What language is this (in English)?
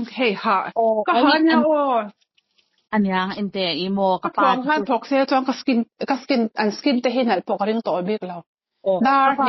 Mizo